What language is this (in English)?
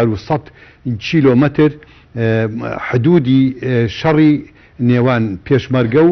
Central Kurdish